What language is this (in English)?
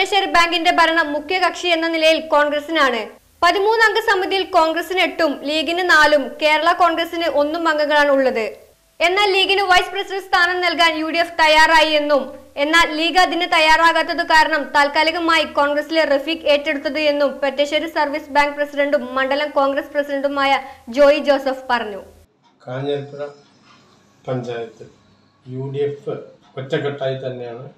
Malayalam